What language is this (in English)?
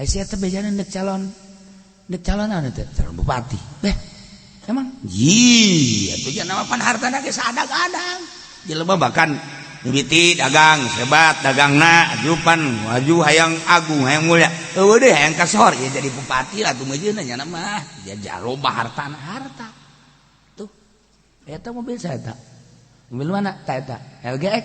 Sundanese